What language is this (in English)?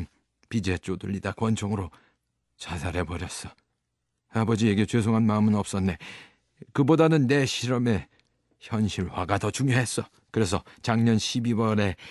Korean